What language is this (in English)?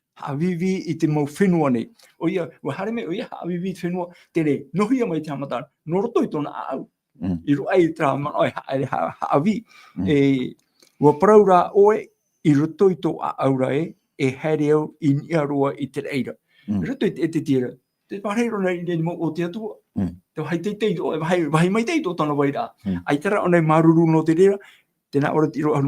Tahitian